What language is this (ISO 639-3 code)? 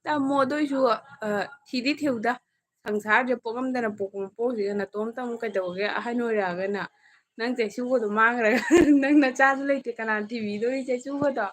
mni